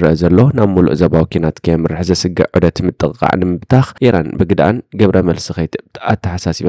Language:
Tigrinya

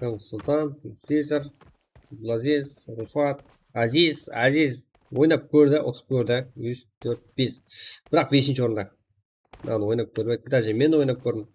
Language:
Kara-Kalpak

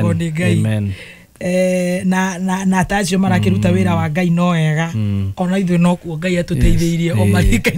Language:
Kikuyu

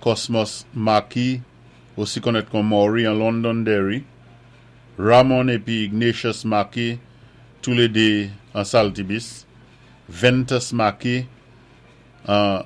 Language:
Saint Lucian Creole French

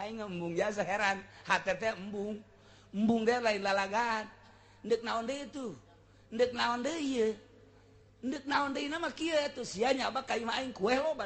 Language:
Sundanese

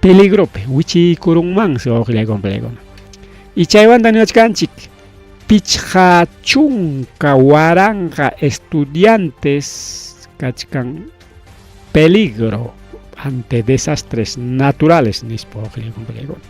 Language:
Ayacucho Quechua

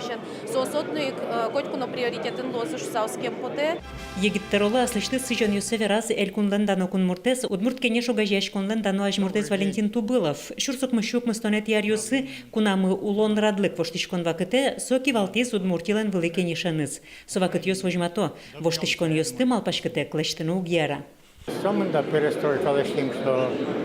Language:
Udmurt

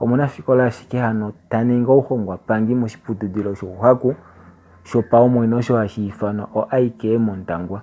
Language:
Kuanyama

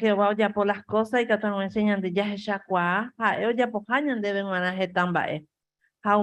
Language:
Guarani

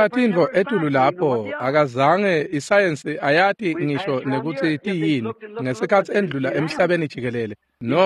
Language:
Swati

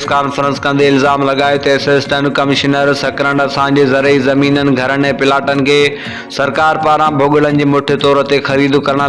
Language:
Sindhi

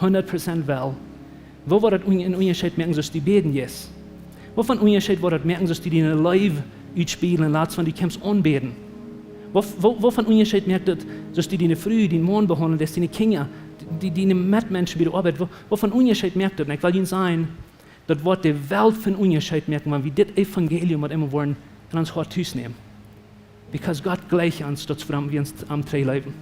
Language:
Plautdietsch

